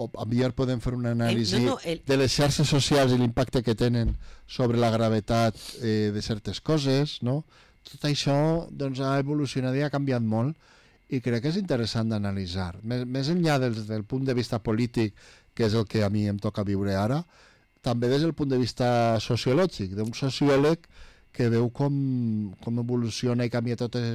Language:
Catalan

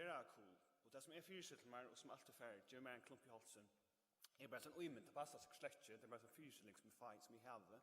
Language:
Faroese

